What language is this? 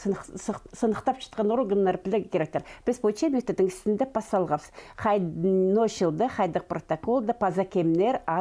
Khakas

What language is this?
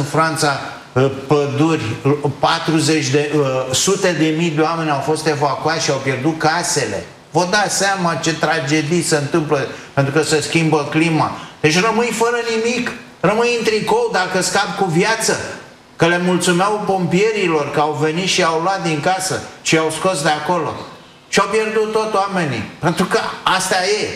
Romanian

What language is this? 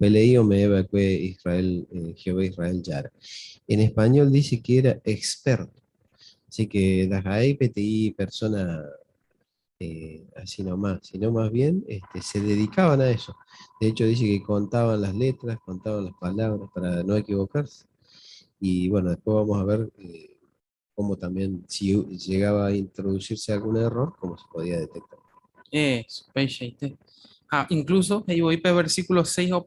Guarani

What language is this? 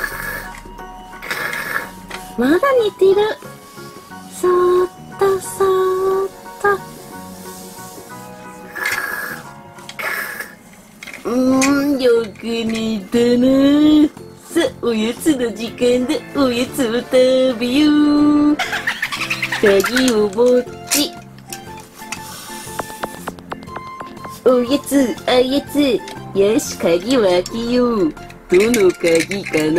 Japanese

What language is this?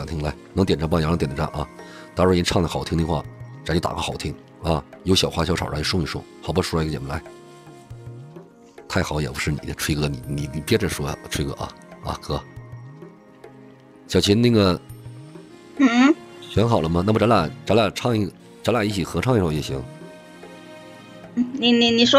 Chinese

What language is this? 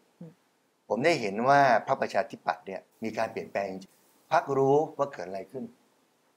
Thai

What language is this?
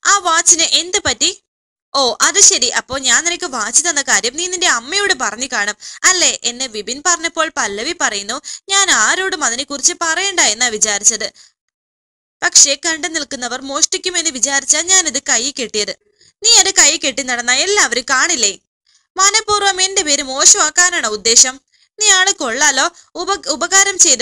Malayalam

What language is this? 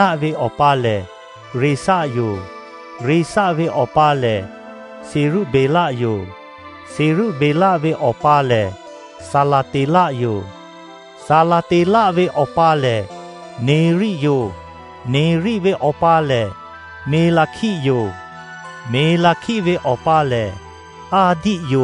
Lahu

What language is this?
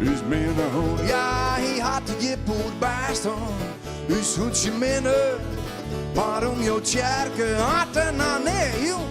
Western Frisian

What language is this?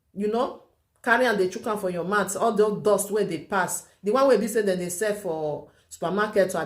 Nigerian Pidgin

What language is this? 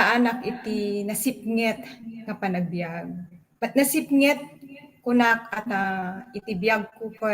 Iloko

